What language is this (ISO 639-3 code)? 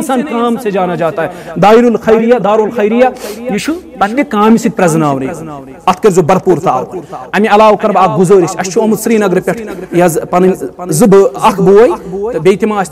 kas